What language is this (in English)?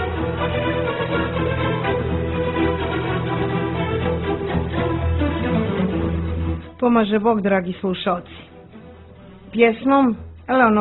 Serbian